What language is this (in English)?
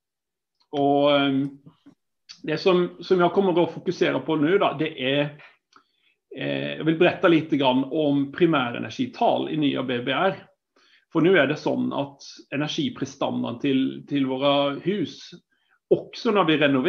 Swedish